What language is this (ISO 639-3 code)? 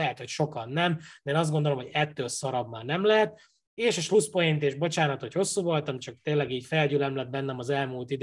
hun